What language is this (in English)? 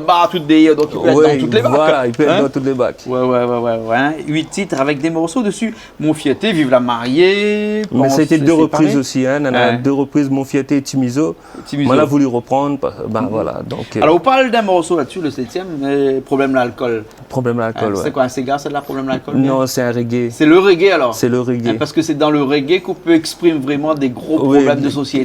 Réunion Creole French